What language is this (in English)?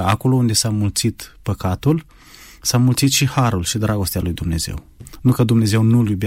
Romanian